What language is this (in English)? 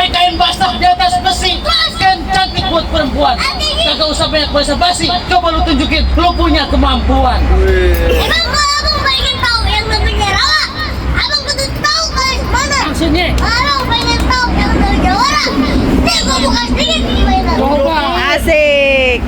Betawi